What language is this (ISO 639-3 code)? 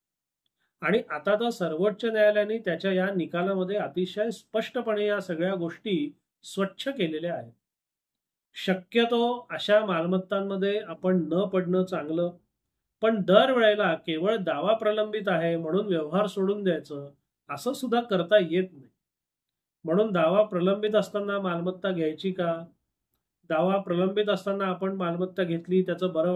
mar